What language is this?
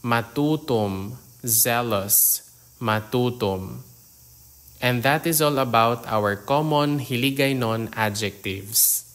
Hiligaynon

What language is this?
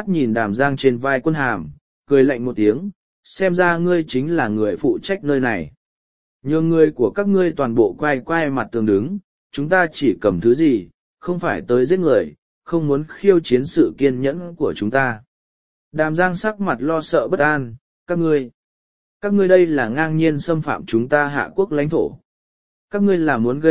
Vietnamese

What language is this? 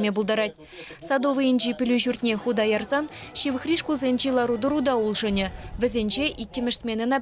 Chuvash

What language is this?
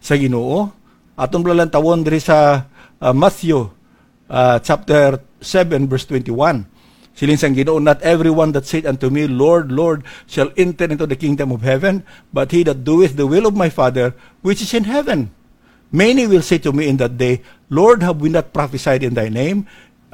Hiligaynon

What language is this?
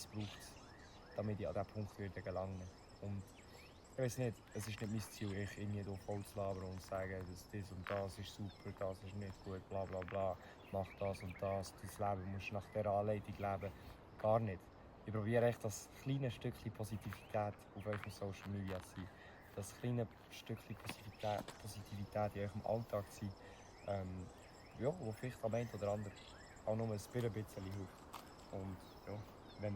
Swiss German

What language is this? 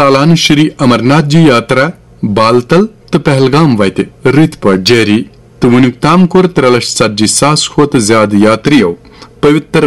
Kashmiri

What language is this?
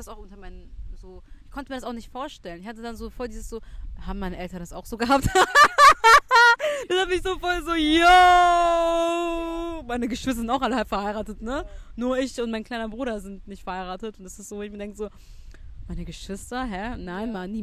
German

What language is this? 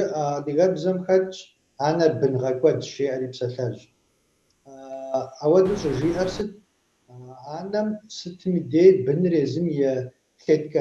Kabardian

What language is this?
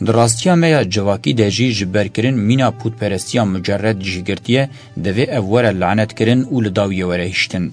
Kurdish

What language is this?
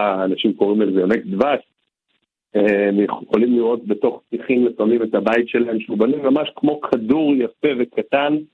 Hebrew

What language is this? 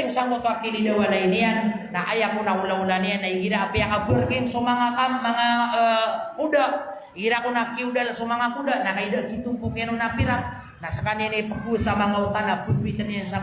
Maranao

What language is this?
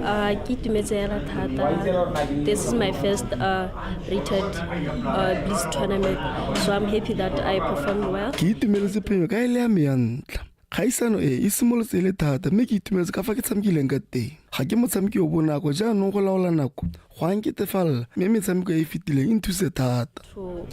Tswana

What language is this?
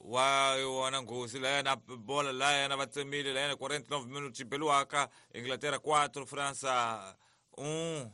Tsonga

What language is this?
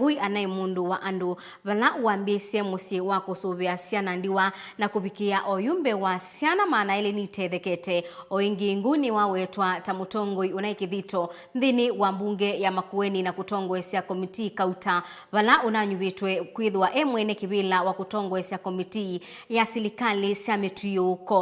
Kamba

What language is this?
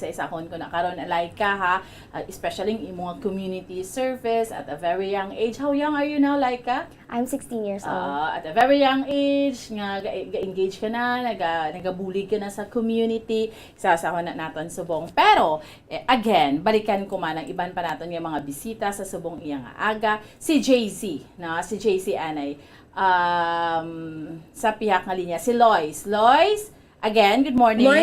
Hiligaynon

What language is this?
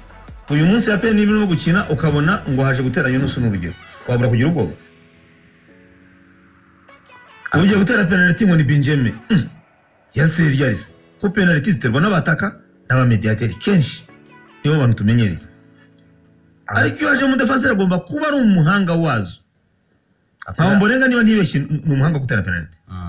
Kinyarwanda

